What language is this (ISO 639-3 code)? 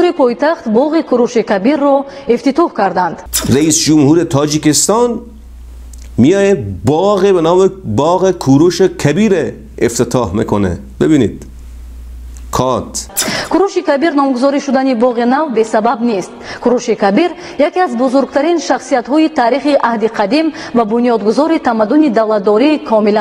fas